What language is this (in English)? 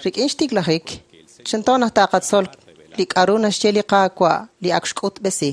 Kekchí